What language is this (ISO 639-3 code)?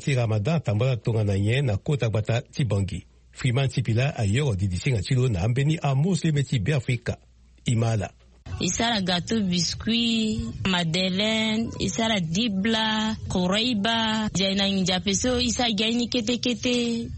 sag